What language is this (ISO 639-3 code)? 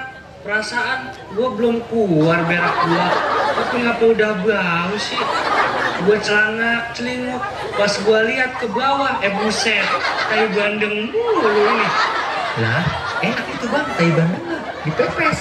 bew